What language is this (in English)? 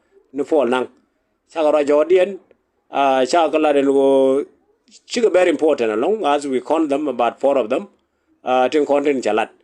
Nuer